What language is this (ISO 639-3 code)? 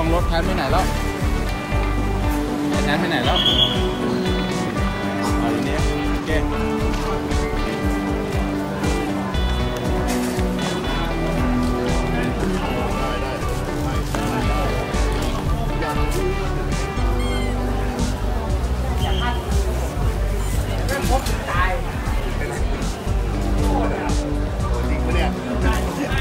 tha